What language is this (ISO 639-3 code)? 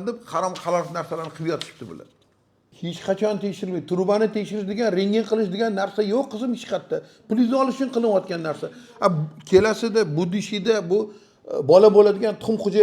uzb